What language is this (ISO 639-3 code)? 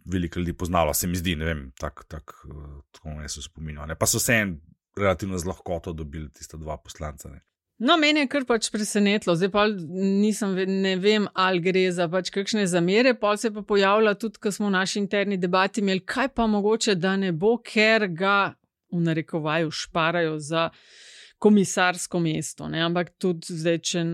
slv